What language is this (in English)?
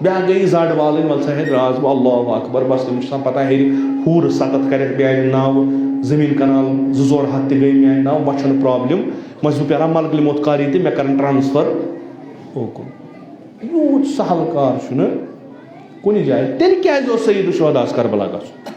Kashmiri